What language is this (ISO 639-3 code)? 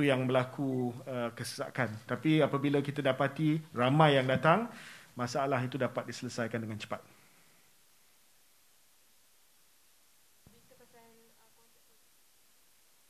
msa